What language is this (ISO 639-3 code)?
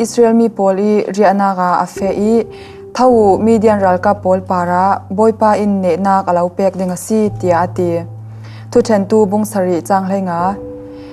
cfm